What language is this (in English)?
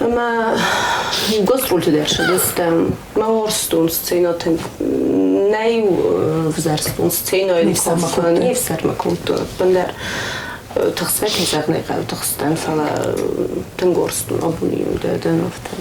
Ossetic